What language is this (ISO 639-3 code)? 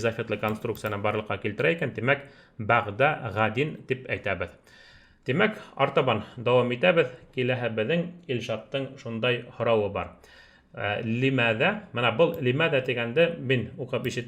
bak